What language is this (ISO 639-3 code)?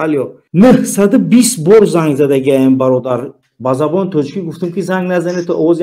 tgk